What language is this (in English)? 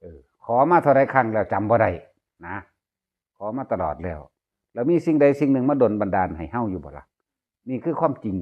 Northeastern Thai